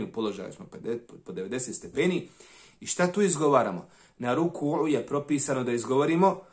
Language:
Bosnian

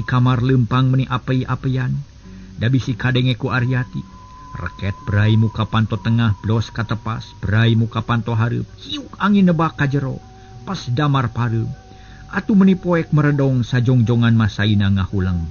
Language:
Sundanese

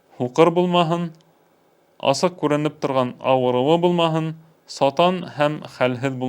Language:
Bashkir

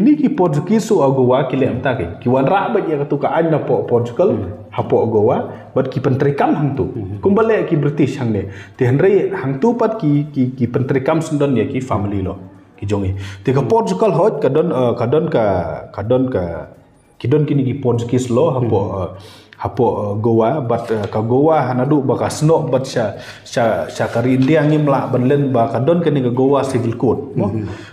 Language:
Khasi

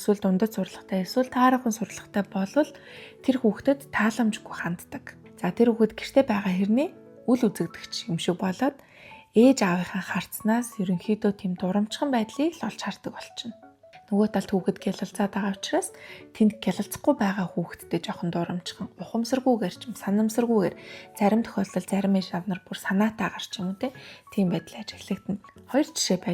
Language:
Mongolian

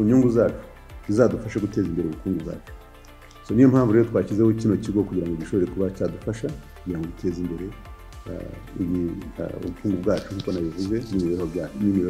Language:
Kinyarwanda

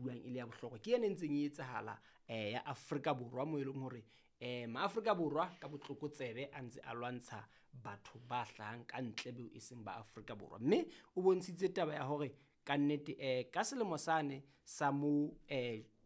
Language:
Southern Sotho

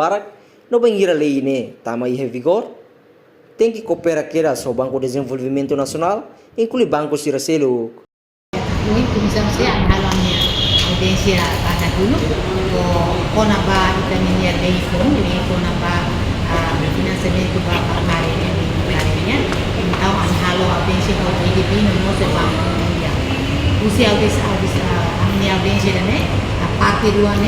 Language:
Tetum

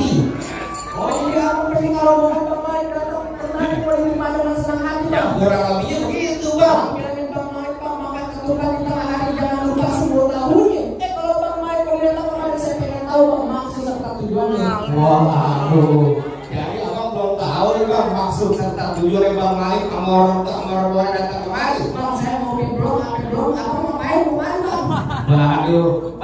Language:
Betawi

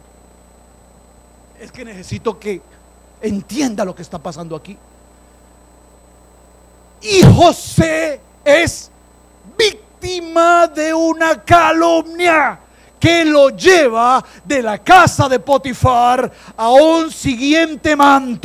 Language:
Spanish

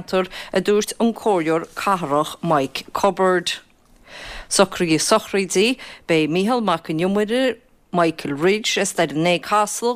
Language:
Irish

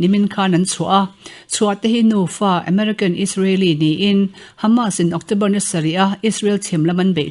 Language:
Mizo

